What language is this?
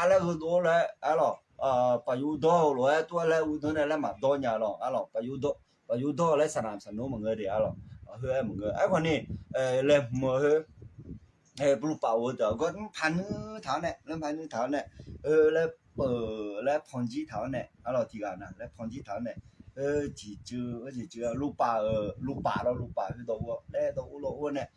Akha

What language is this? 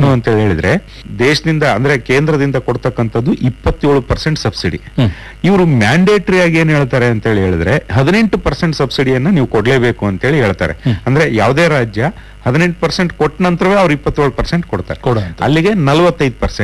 Kannada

